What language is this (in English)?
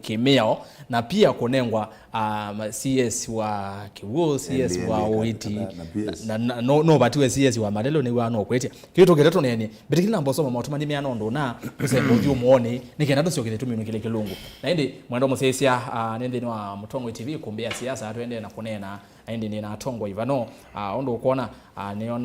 Kamba